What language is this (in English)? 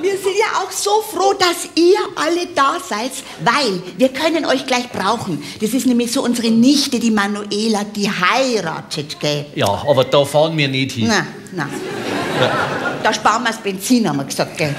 Bavarian